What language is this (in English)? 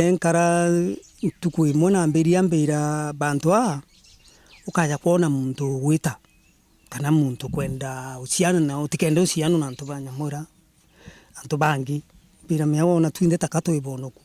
Meru